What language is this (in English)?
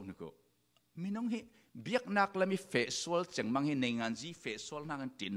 Falam Chin